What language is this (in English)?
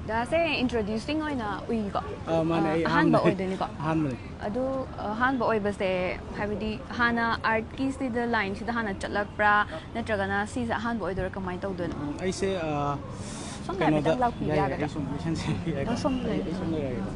Manipuri